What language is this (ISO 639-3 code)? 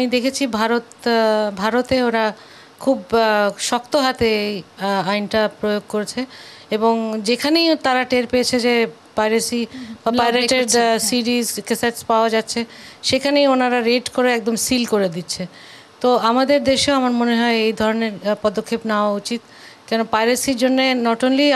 ben